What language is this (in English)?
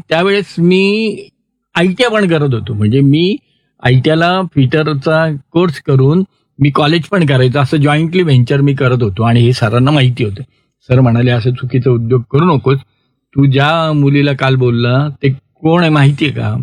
Marathi